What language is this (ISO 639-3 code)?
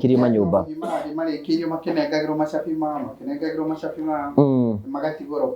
kik